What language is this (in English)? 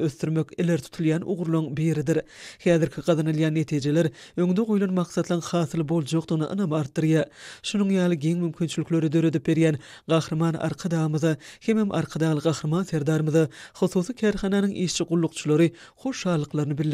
Turkmen